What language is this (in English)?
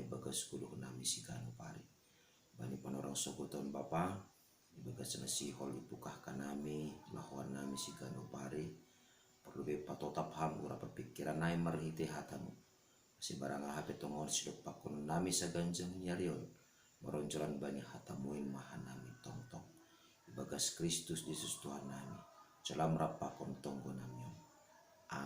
Batak Simalungun